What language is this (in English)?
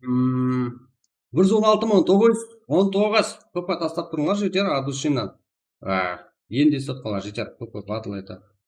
Kara-Kalpak